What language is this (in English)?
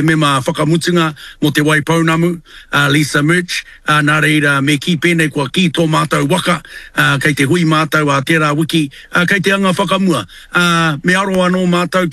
Māori